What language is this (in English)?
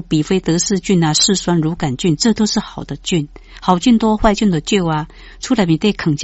Min Nan Chinese